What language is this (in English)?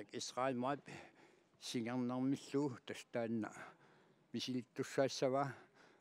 Kalaallisut